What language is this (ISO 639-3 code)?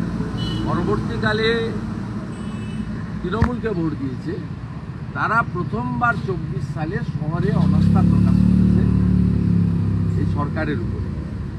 ben